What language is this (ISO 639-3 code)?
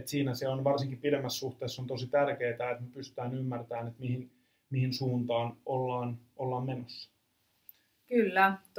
fin